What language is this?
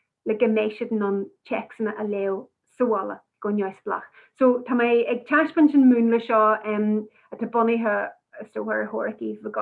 Irish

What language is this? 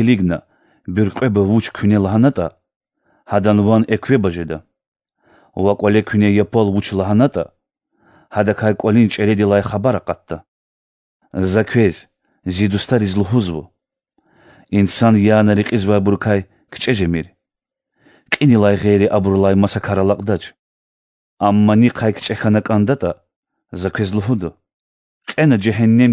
Lezghian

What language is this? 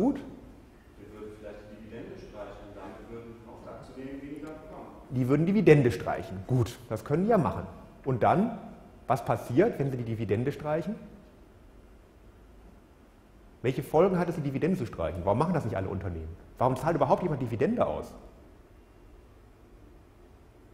German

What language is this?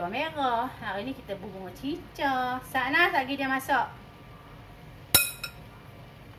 Malay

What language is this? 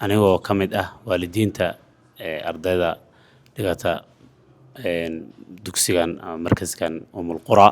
Somali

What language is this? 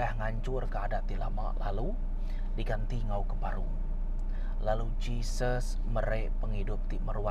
Iban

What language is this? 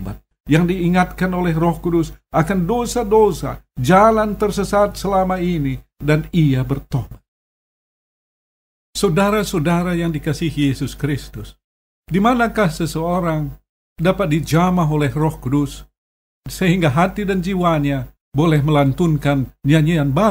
Indonesian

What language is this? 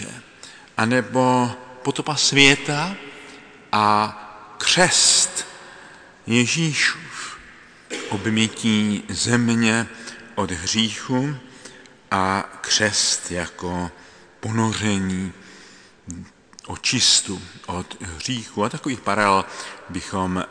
Czech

